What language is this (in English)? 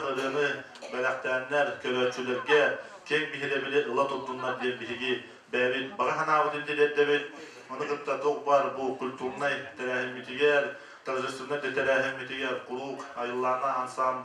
Yakut